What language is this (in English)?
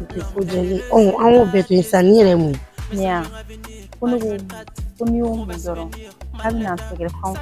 Bambara